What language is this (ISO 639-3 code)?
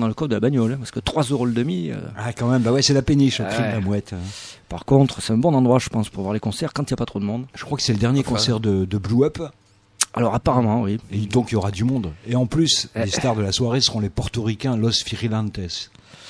fra